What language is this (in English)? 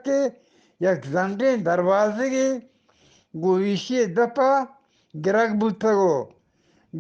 Eastern Balochi